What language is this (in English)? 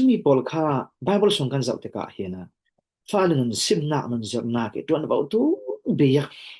Falam Chin